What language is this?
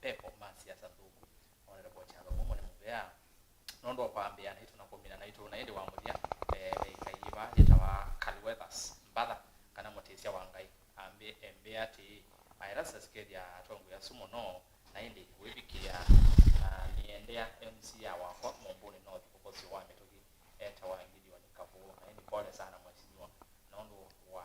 Kamba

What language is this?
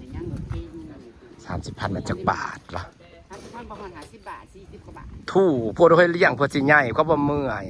Northeastern Thai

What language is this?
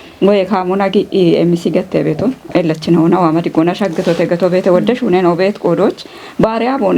Kafa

